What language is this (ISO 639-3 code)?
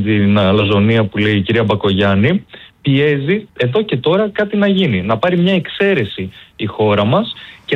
ell